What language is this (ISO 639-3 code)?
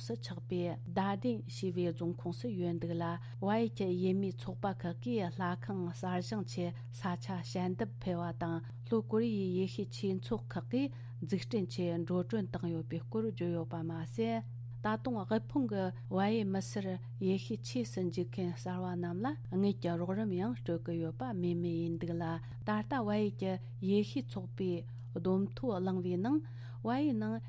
bod